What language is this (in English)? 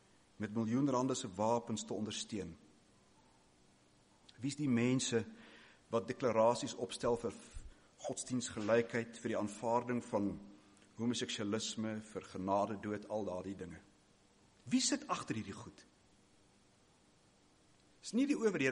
Afrikaans